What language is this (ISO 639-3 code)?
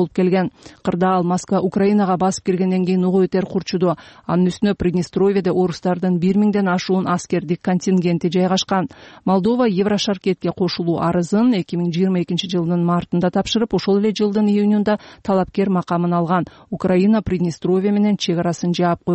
kir